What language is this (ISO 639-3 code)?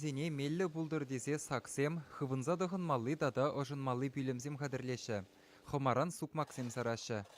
chv